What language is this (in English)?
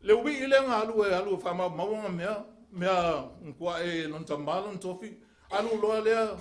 Samoan